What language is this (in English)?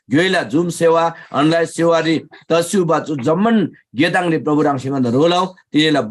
Eastern Tamang